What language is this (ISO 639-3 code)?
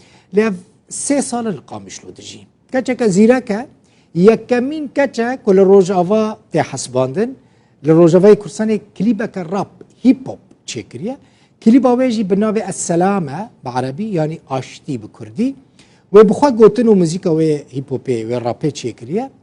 kur